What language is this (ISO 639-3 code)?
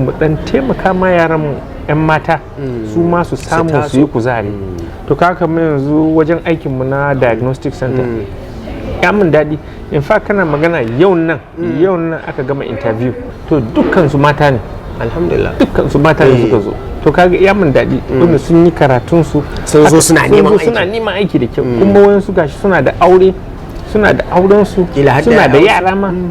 hau